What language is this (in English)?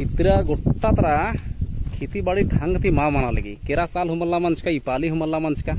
Kurukh